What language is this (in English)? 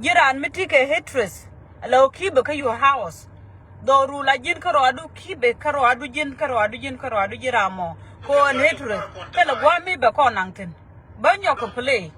Nuer